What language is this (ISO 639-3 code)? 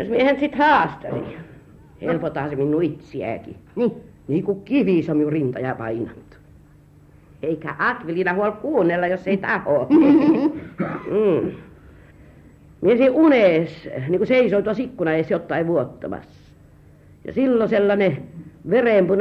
fin